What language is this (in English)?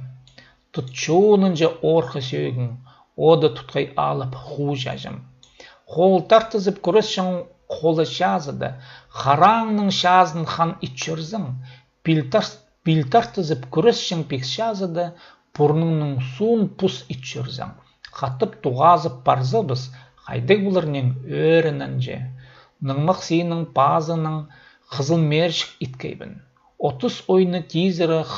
Khakas